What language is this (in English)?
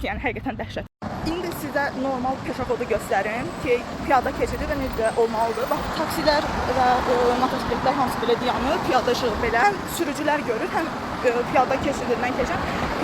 Azerbaijani